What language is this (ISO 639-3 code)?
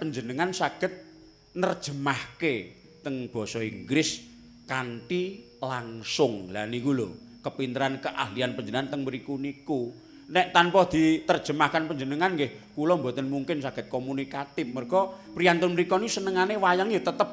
jav